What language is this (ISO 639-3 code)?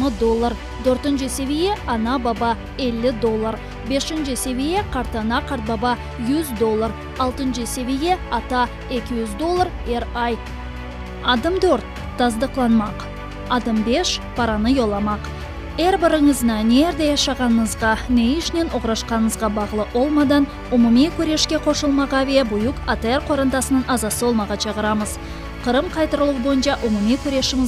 crh